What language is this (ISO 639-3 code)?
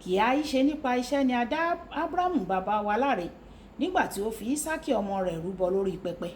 yor